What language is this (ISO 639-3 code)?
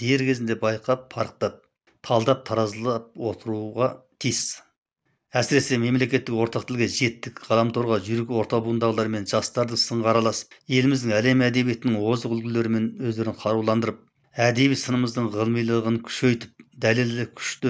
kaz